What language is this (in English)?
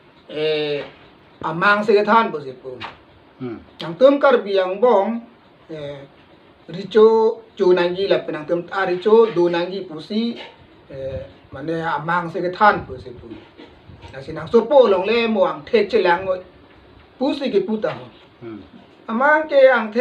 Karbi